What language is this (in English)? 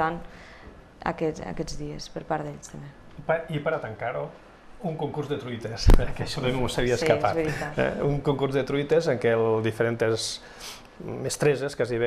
Catalan